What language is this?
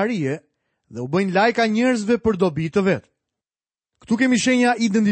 Albanian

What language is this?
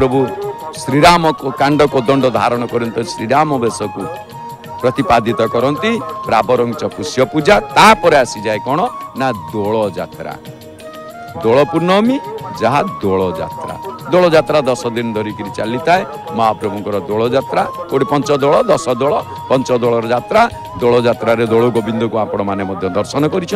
Odia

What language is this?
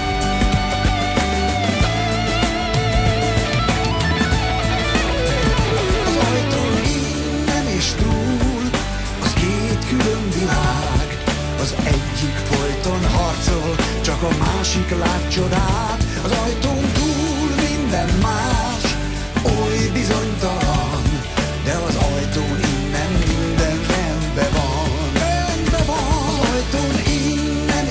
Hungarian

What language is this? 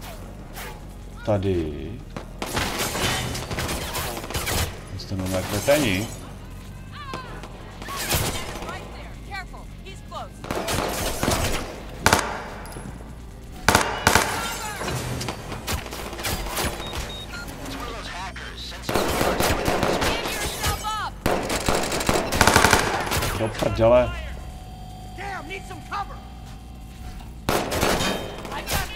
Czech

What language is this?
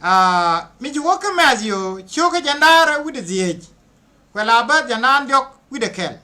Nuer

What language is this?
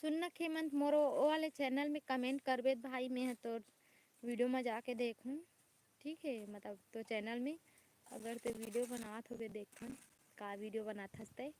Chhattisgarhi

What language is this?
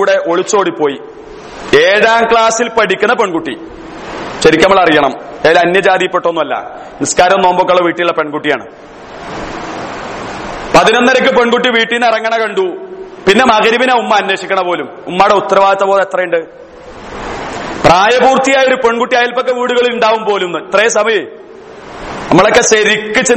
Malayalam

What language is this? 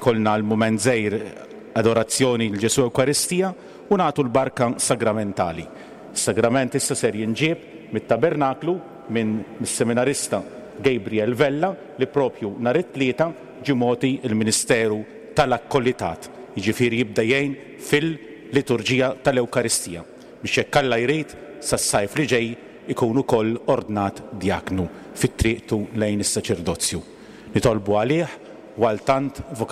Maltese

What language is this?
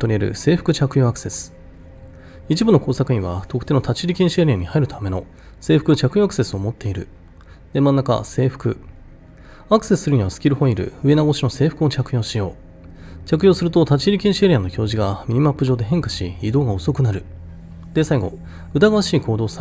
Japanese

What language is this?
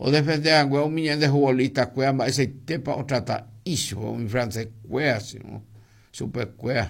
Guarani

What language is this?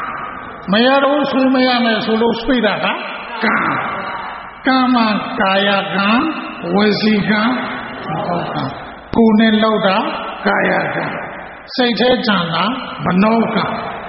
Burmese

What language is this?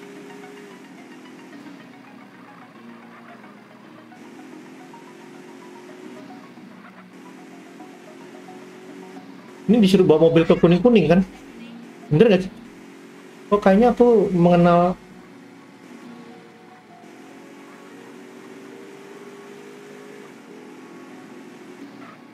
Indonesian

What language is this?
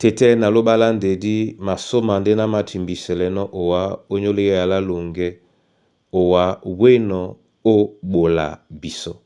Duala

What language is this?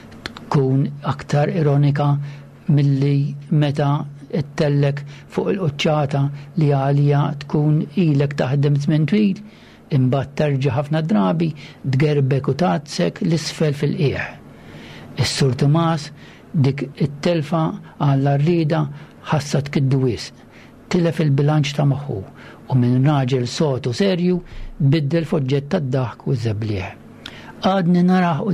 Maltese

